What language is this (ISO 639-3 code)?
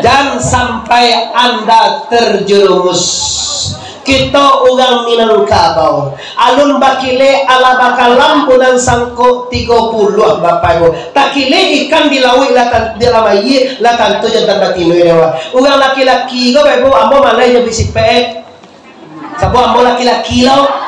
min